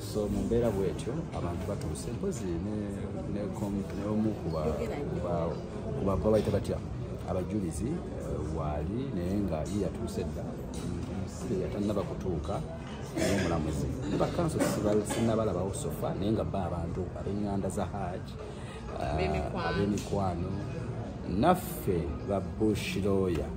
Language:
Ganda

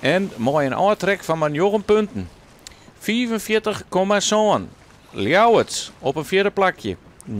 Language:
Western Frisian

